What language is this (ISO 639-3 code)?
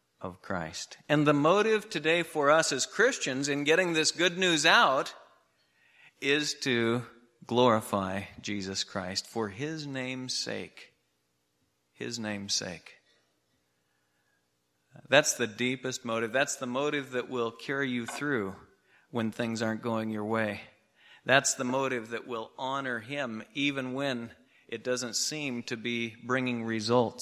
eng